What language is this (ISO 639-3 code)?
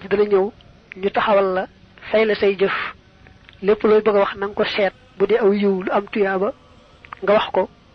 wol